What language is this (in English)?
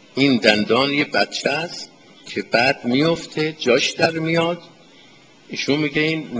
Persian